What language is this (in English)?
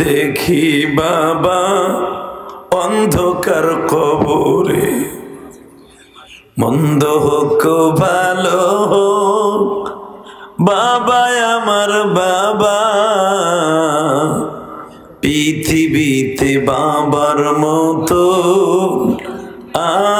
Bangla